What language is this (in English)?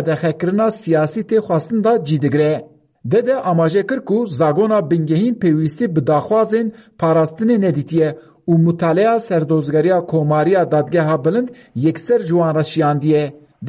Kurdish